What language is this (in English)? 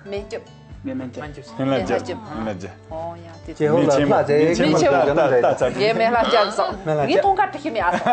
Tibetan